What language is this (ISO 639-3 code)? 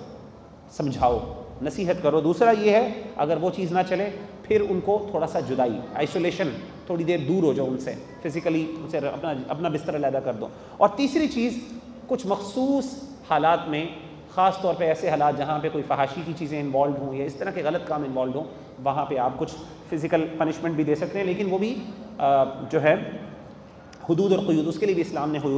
urd